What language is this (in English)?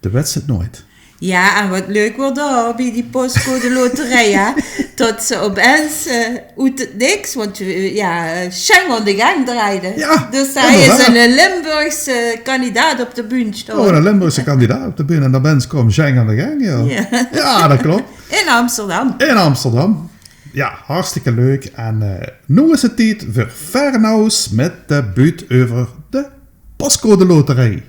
Limburgish